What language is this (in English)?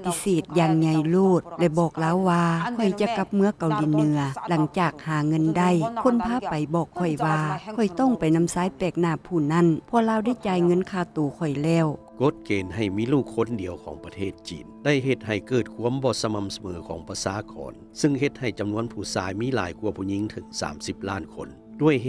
Lao